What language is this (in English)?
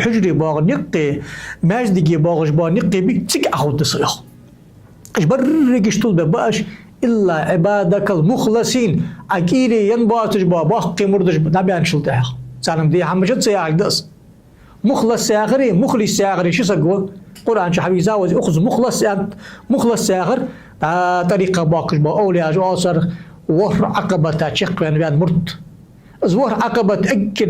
Ingush